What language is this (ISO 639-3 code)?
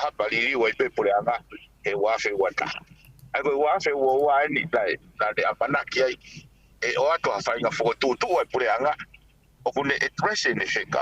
ton